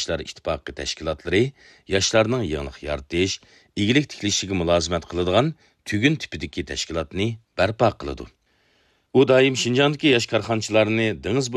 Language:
Uyghur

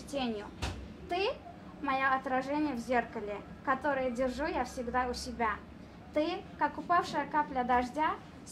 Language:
Russian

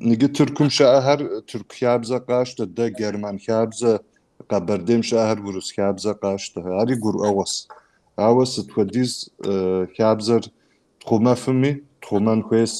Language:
Kabardian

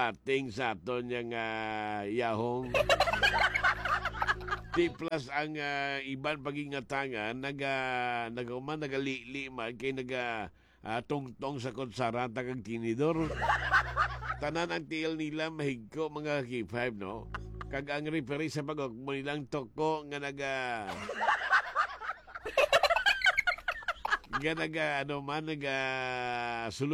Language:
Hiligaynon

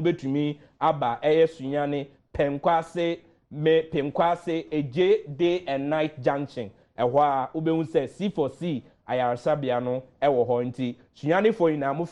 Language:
Akan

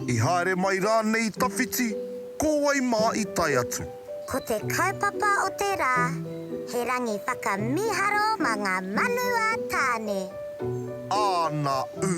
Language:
Māori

